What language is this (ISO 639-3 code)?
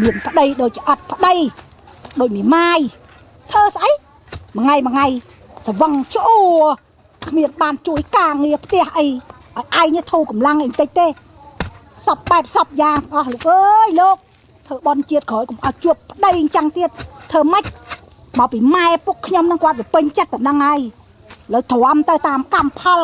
khm